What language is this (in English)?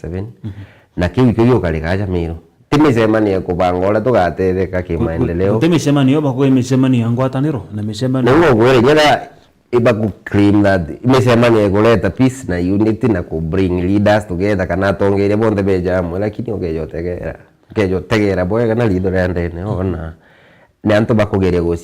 Meru